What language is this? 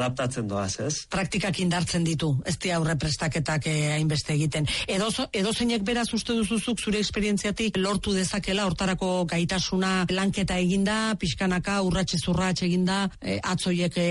Basque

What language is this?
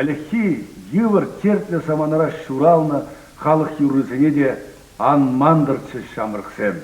Chuvash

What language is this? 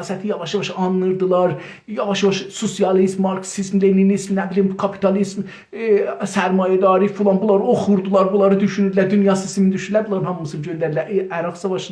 South Azerbaijani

